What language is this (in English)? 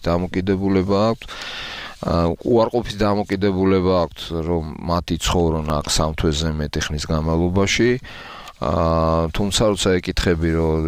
Georgian